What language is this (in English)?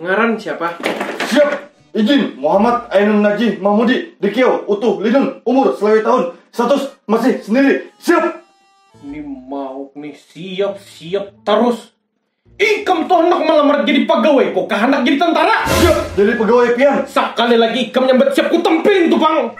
Banjar